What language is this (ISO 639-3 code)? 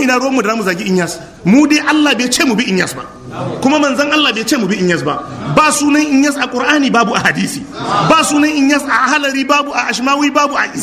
hau